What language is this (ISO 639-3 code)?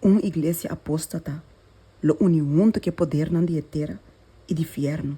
pap